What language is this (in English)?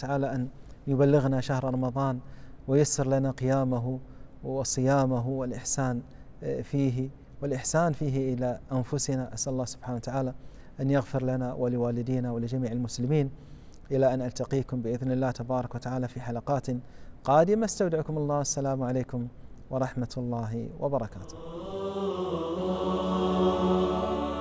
Arabic